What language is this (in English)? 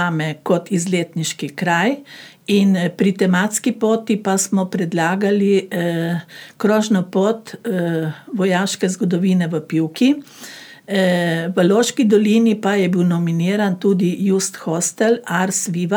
Slovenian